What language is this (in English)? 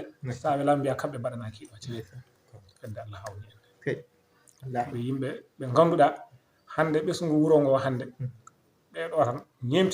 Fula